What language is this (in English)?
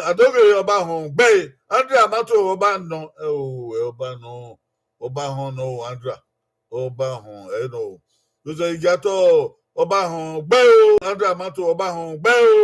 Bini